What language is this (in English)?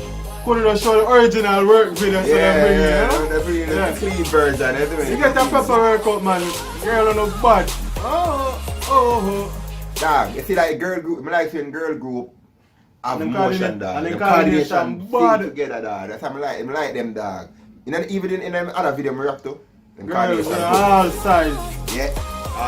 Jamaican Creole English